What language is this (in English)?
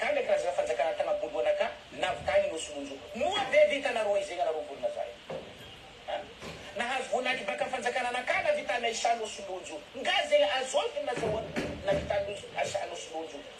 Malagasy